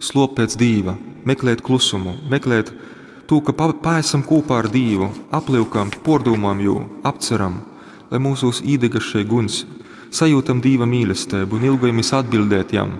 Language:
Latgalian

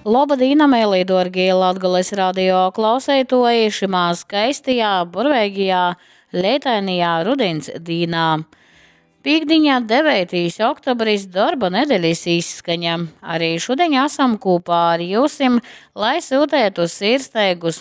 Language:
Latgalian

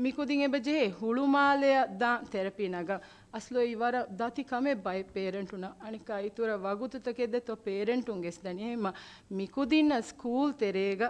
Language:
Divehi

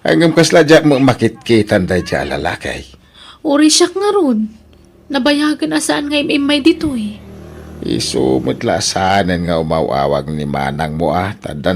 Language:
Iloko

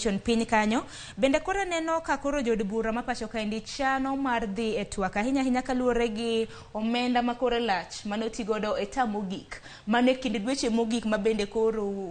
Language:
Luo (Kenya and Tanzania)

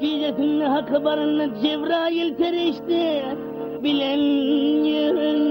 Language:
Turkmen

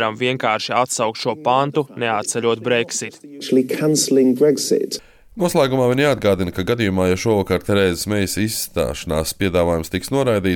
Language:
Latvian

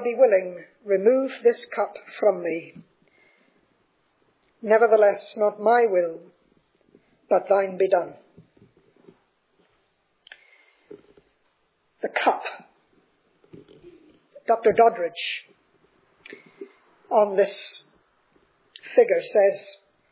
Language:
English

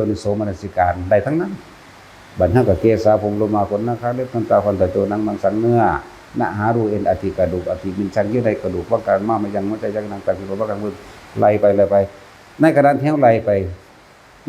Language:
Northeastern Thai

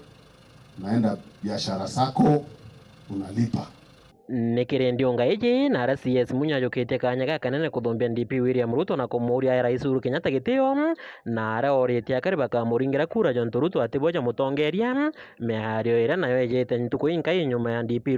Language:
Meru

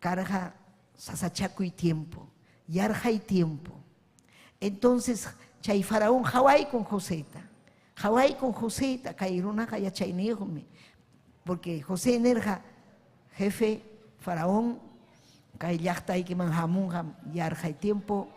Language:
Ayacucho Quechua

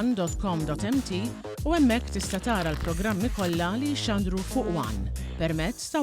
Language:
Maltese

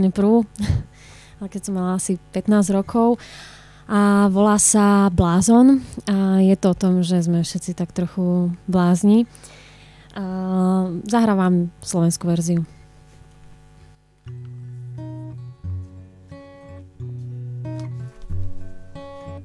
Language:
Slovak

